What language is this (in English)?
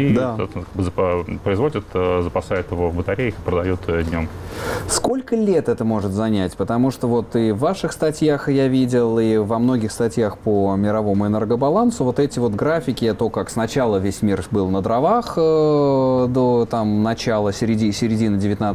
Russian